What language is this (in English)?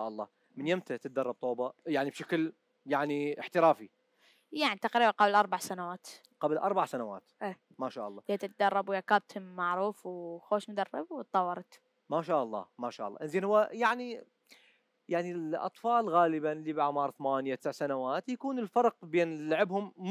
Mesopotamian Arabic